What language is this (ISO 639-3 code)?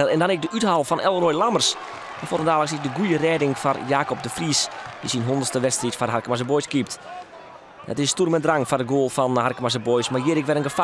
fry